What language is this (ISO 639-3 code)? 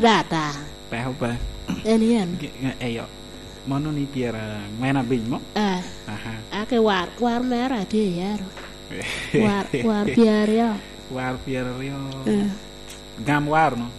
laj